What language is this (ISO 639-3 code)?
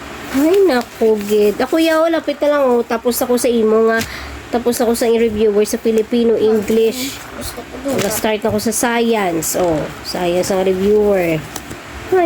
hil